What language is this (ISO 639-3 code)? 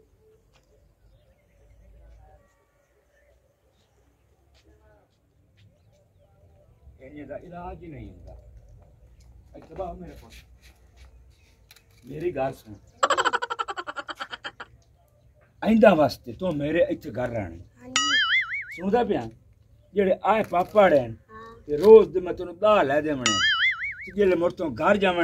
pan